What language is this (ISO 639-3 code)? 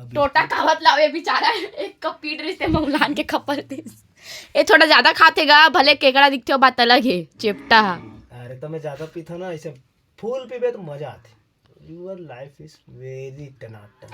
hne